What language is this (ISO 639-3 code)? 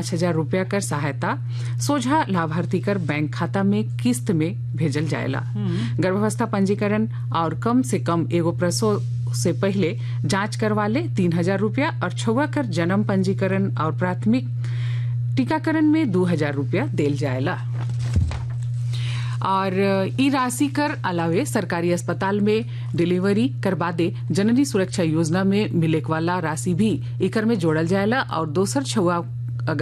sck